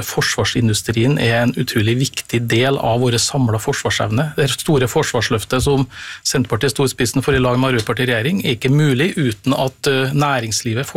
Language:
Norwegian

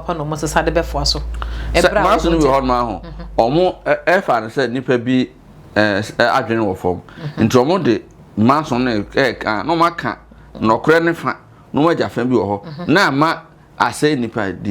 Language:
Akan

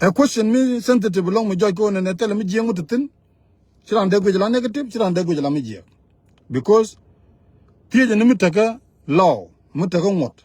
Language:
Nuer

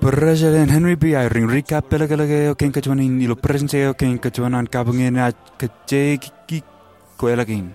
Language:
Marshallese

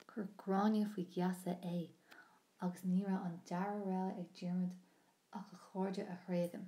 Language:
Irish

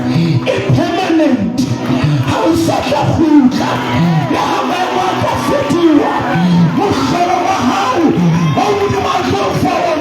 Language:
Southern Sotho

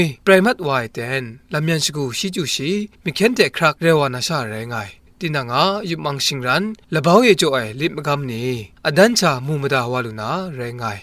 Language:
Kachin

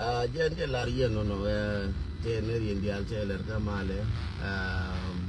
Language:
Nuer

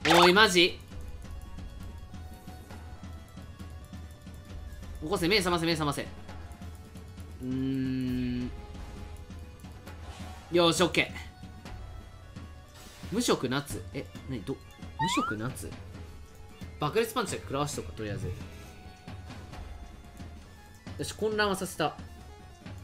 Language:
Japanese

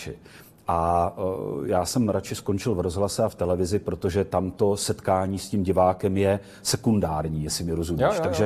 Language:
Czech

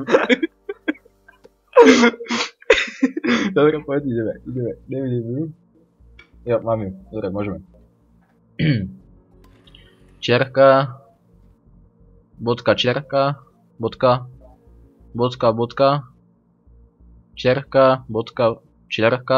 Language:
Slovak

